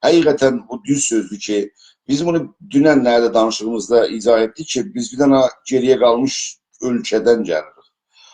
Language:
South Azerbaijani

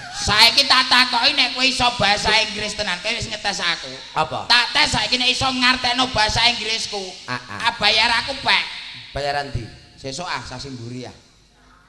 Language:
Javanese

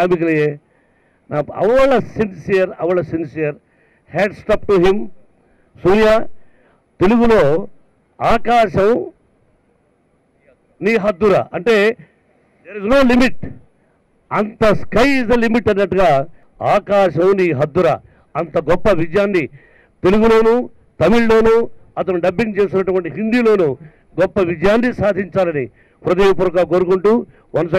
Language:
Telugu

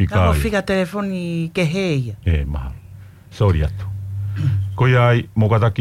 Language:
Tongan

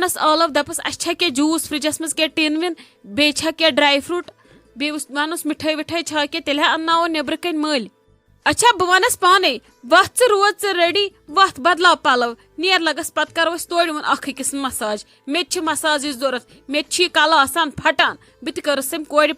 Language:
Kashmiri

